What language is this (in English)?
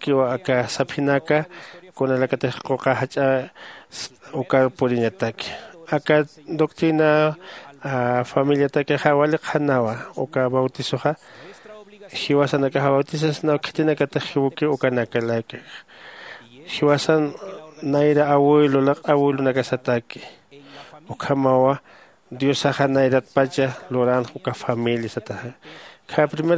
Aymara